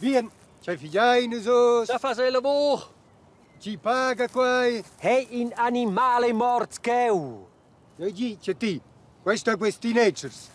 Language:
Romansh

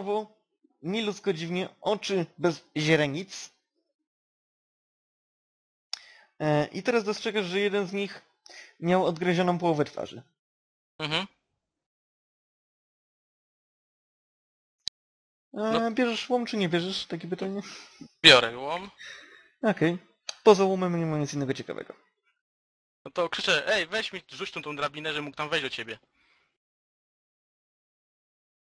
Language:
Polish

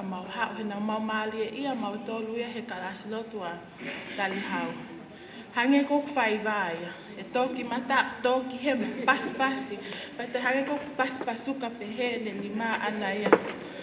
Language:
Tongan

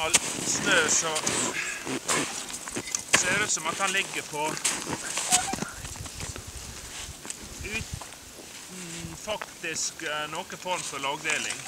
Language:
Norwegian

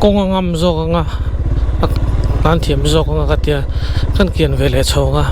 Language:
Mizo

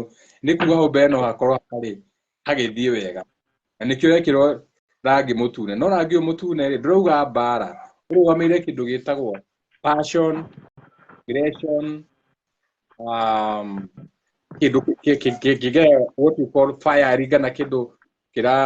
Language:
Kikuyu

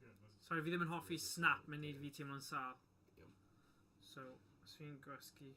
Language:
Welsh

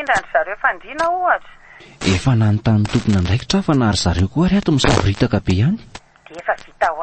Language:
Malagasy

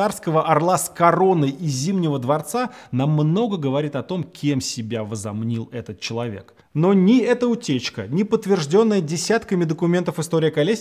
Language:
Russian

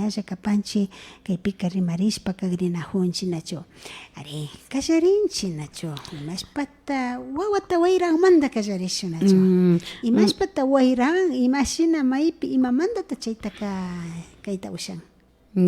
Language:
Imbabura Highland Quichua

